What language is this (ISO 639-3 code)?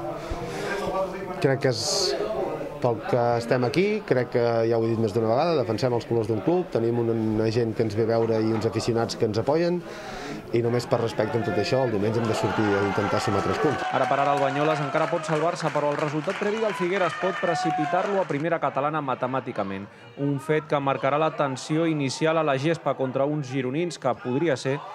cat